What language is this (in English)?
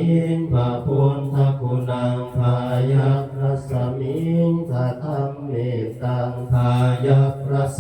Pali